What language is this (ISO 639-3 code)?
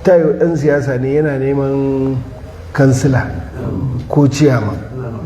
hau